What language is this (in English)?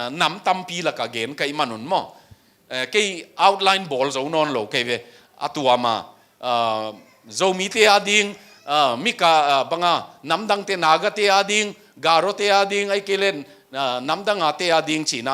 Tedim Chin